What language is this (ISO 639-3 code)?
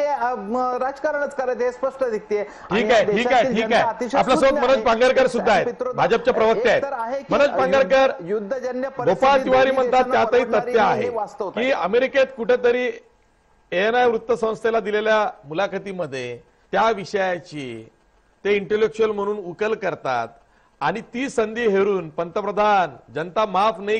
mar